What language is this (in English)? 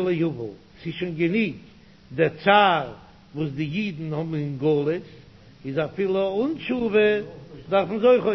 Yiddish